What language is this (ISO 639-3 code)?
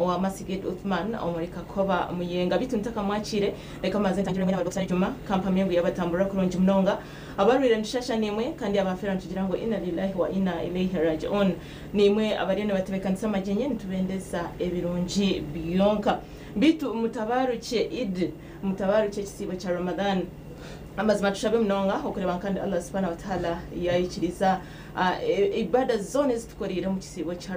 nyn